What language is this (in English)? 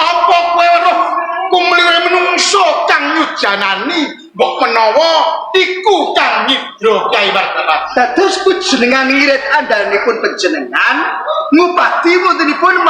Javanese